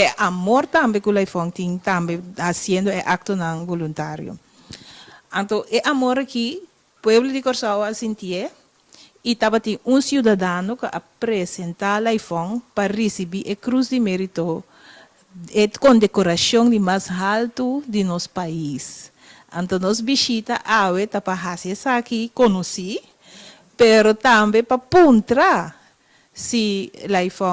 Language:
Papiamento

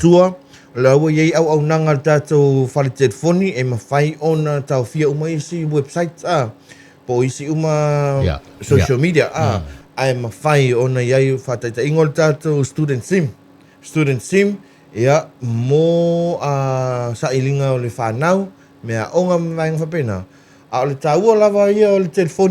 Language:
Samoan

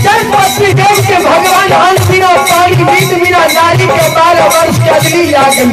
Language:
Maithili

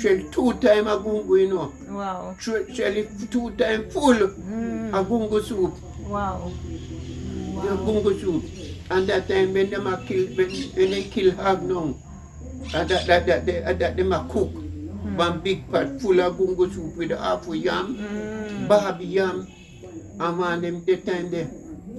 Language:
Jamaican Creole English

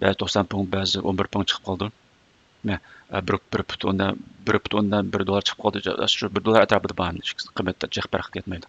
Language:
Uyghur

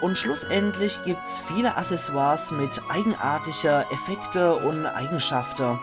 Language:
Palatine German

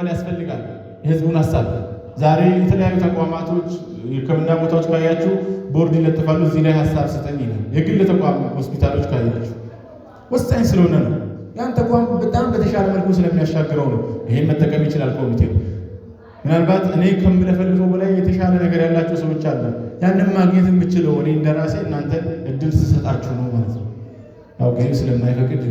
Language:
Amharic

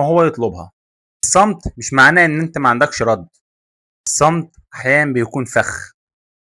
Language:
Egyptian Arabic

